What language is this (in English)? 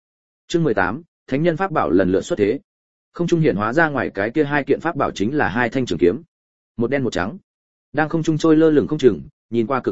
Vietnamese